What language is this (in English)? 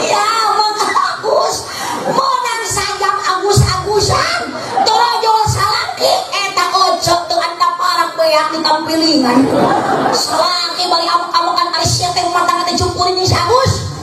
Sundanese